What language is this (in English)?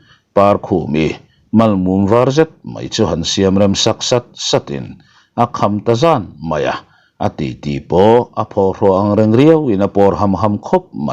Mizo